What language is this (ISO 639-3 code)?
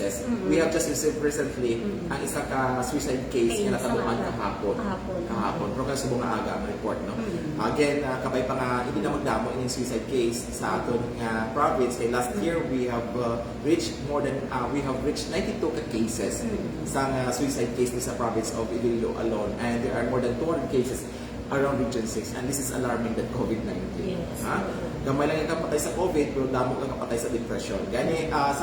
hil